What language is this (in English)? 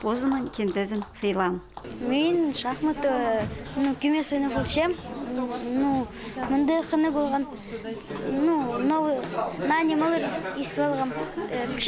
Khakas